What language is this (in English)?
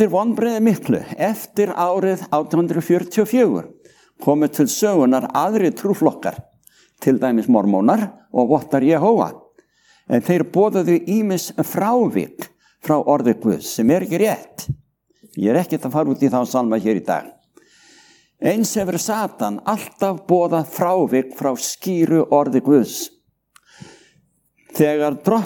Icelandic